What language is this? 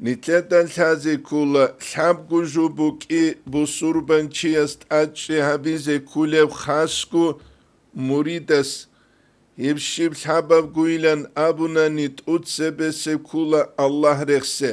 Avaric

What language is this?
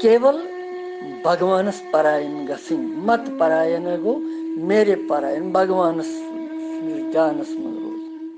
Kashmiri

